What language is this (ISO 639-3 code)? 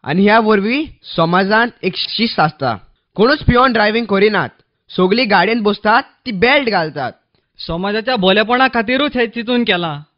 kok